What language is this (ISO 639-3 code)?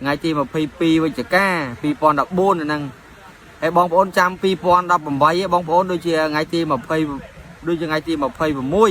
khm